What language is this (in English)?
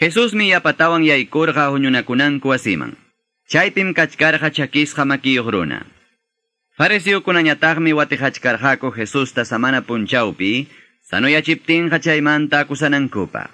Quechua